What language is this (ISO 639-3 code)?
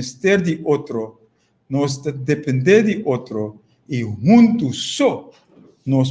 pap